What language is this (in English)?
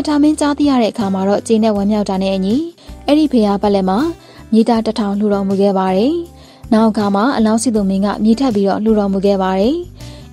Burmese